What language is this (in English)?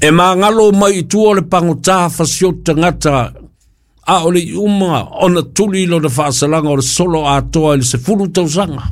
Samoan